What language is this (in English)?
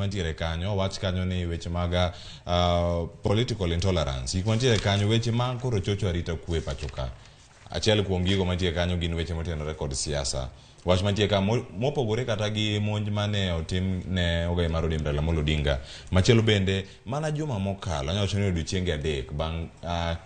Luo (Kenya and Tanzania)